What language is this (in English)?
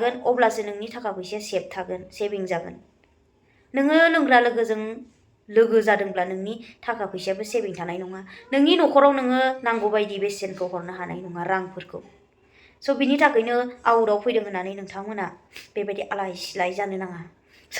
Bodo